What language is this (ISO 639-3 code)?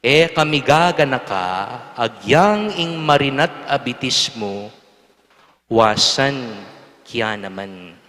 pam